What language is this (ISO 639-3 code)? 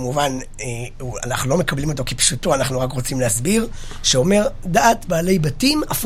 heb